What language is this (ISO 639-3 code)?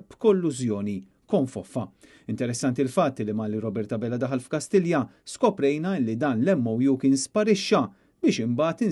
mlt